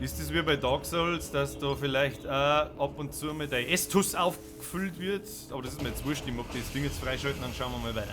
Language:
Bavarian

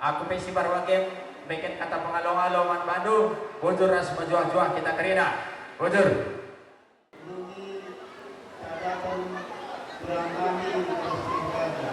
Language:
Batak Karo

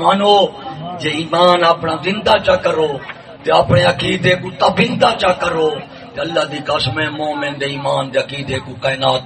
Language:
Saraiki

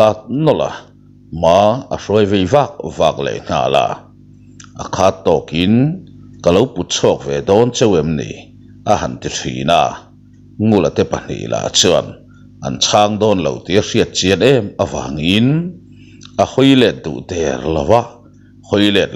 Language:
Mizo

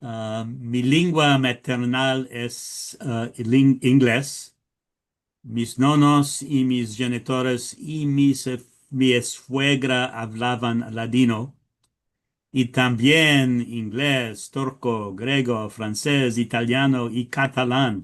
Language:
Ladino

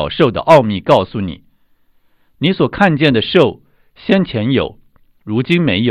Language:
Chinese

